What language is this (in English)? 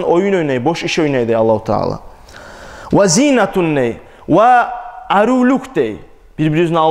Kumyk